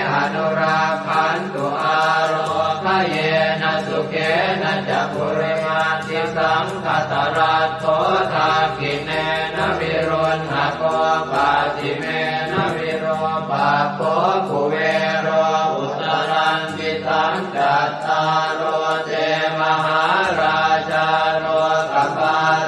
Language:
Pali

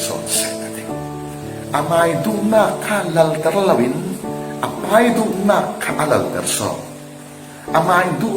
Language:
Falam Chin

